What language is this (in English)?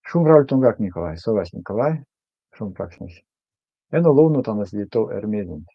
Erzya